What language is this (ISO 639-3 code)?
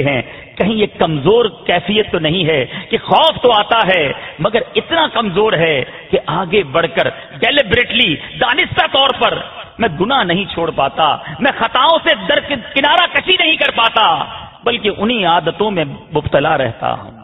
urd